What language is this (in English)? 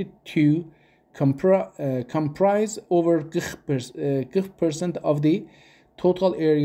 South Azerbaijani